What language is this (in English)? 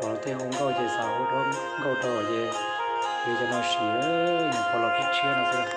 Hmong